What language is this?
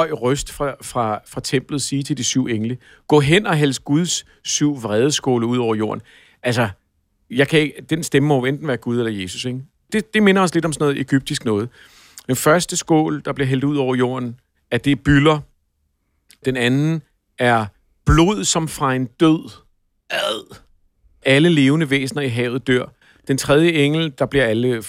Danish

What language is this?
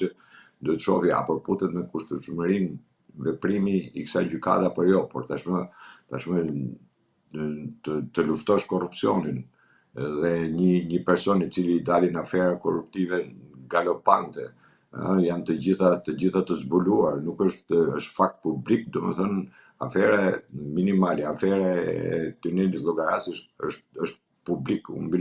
Albanian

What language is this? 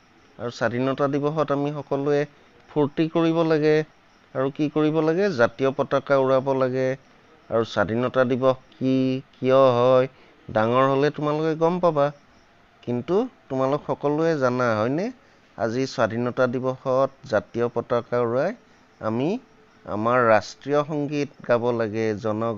Assamese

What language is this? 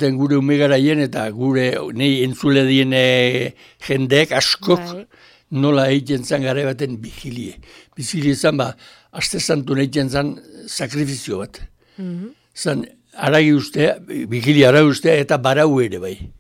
Basque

